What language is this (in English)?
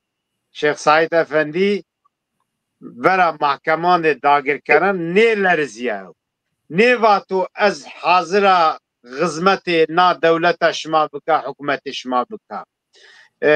Zaza